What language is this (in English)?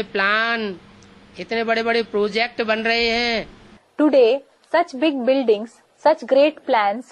Hindi